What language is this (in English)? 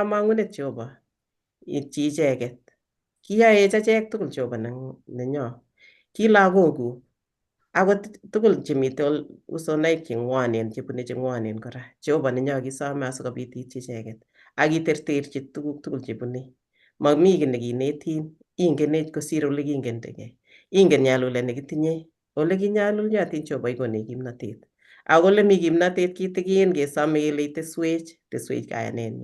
Kalenjin